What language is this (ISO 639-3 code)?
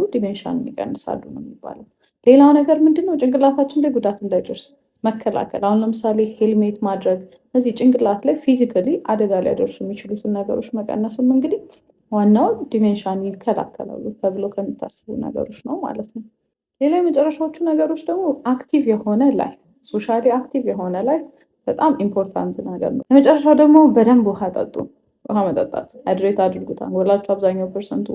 amh